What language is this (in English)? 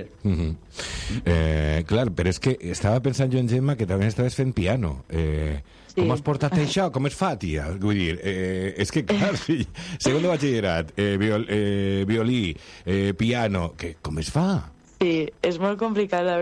Catalan